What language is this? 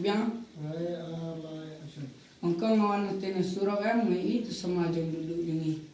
Khasi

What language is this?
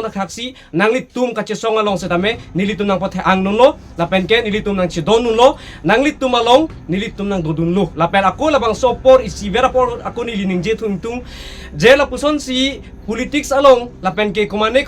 Karbi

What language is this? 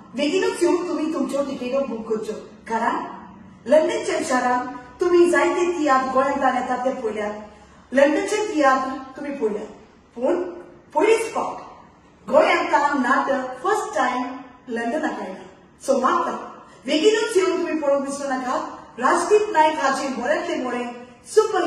Konkani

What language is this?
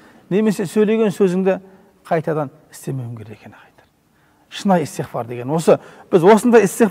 Kazakh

